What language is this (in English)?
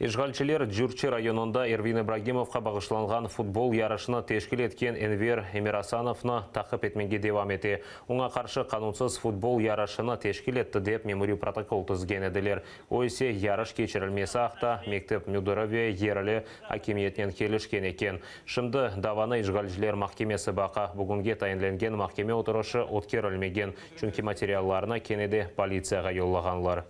Crimean Tatar